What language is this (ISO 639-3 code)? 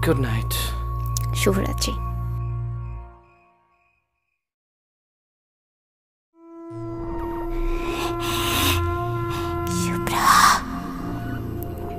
ben